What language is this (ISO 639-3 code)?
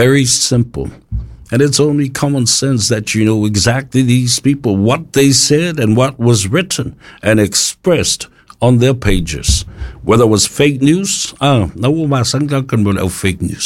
smo